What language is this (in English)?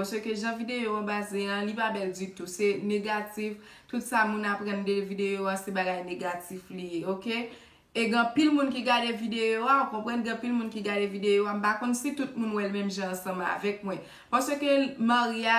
Haitian Creole